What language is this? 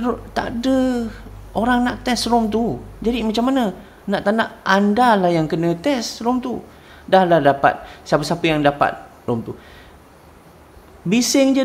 Malay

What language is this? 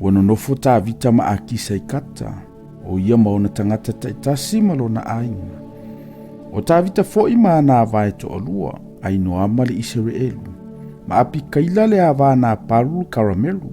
Samoan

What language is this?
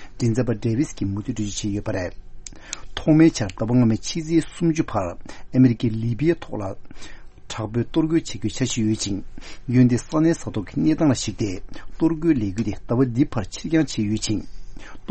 Tibetan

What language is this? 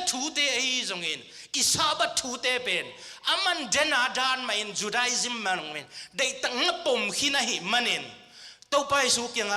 Tedim Chin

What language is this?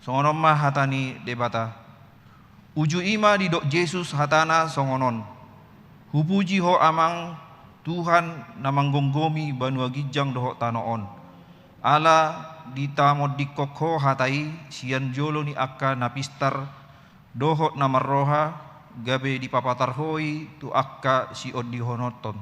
Batak Toba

